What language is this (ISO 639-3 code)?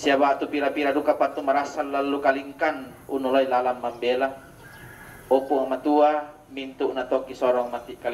sda